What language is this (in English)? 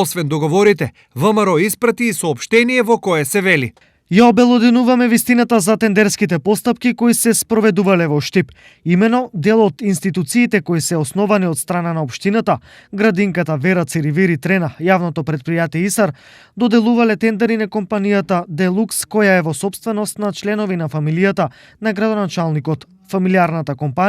Macedonian